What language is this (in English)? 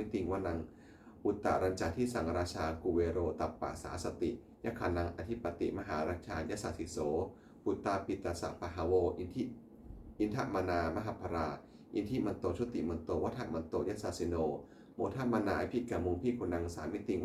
Pali